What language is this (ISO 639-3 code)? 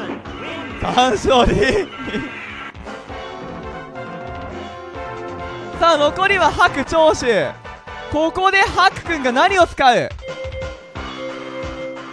jpn